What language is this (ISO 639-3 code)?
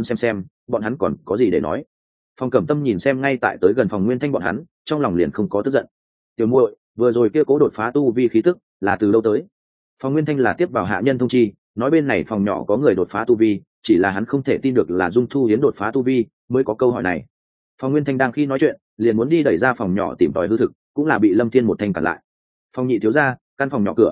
vie